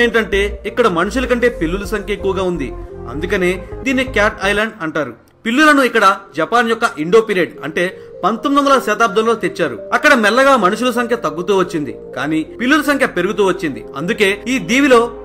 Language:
Telugu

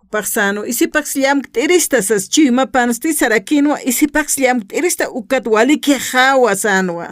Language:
Aymara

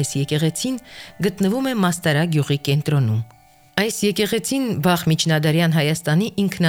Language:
Armenian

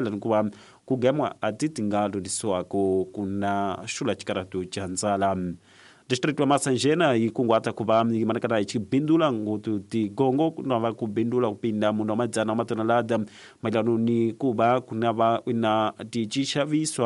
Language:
Tsonga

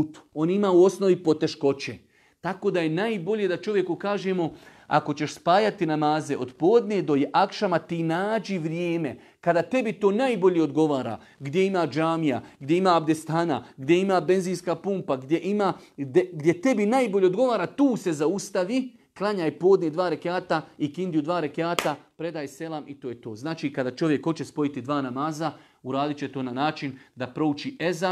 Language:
Bosnian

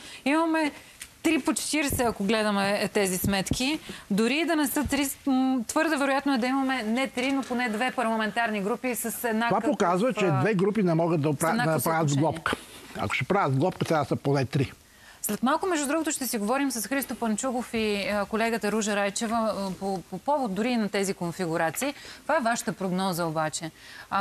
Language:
Bulgarian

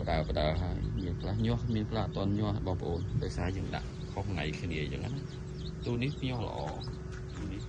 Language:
Khmer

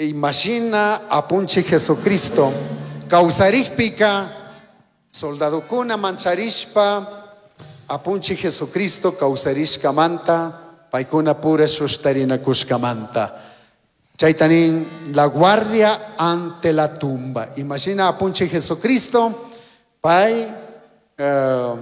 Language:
Chimborazo Highland Quichua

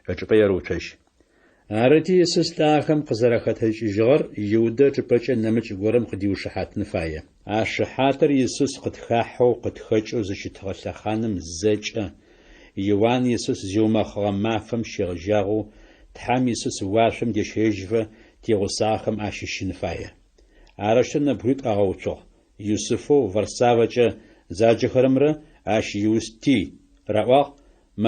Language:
Adyghe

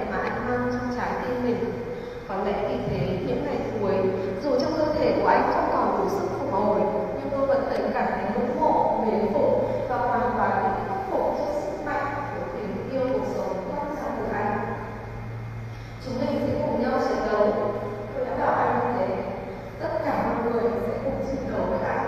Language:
Vietnamese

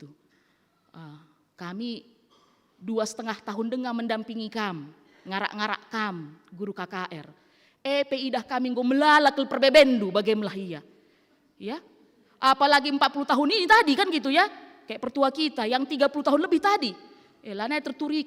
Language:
Batak Karo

